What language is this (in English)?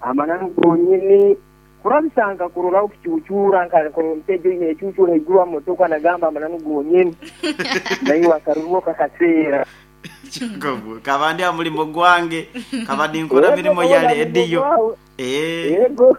Nyoro